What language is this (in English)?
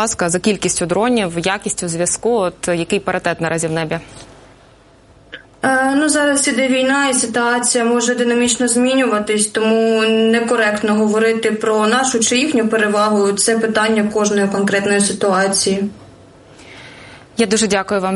Ukrainian